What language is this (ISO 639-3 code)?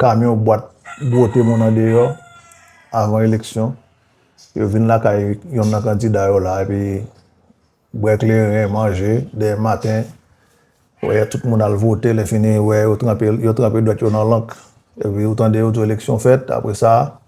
hat